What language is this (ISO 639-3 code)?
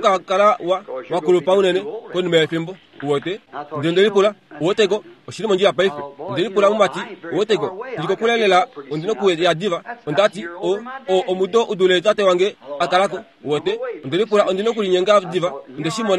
kua